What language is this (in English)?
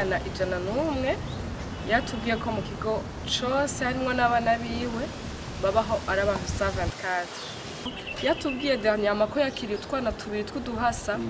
Rundi